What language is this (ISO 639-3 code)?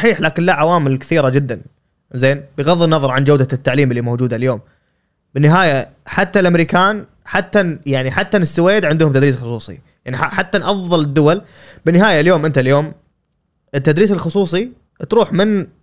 afb